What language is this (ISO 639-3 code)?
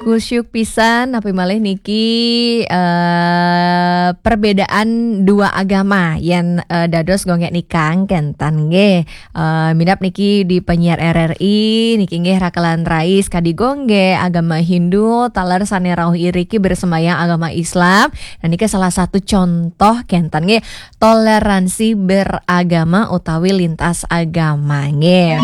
ban